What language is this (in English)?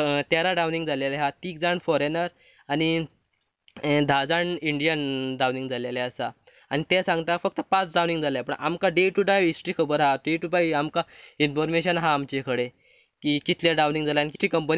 Konkani